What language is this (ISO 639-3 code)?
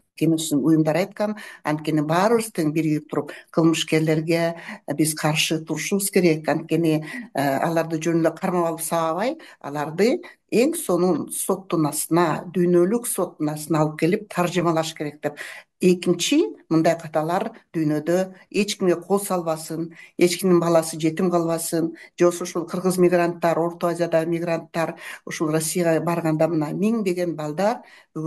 kir